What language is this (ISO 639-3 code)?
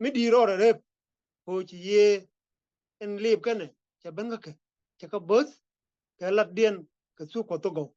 nus